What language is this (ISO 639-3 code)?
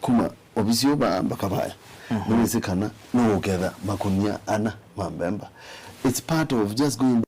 kam